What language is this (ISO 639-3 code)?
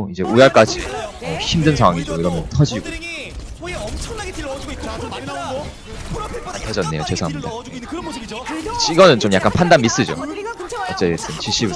kor